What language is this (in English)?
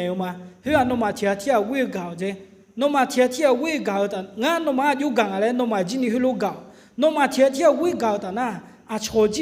Akha